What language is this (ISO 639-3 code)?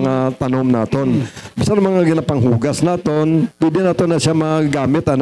hil